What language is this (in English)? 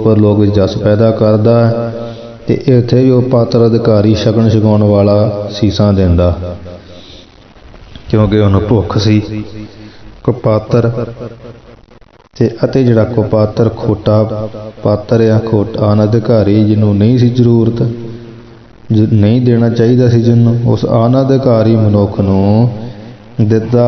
Punjabi